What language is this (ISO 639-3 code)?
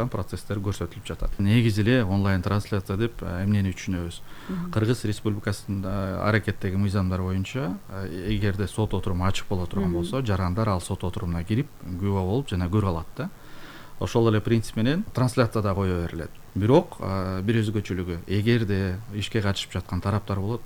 kir